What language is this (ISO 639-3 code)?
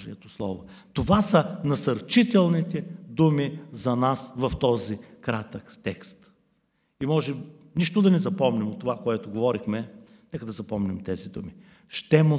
bul